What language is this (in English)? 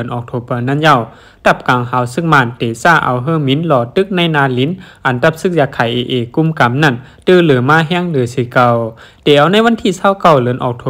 Shan